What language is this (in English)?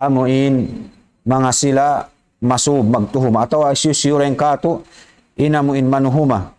Tausug